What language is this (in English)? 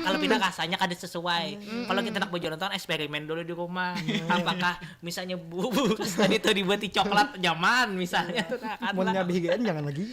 Banjar